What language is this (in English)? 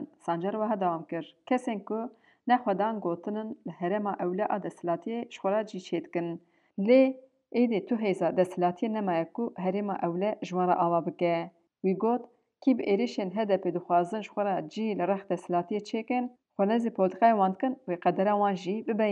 Kurdish